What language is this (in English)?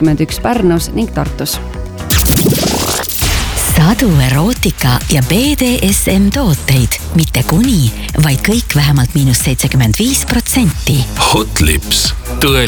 Estonian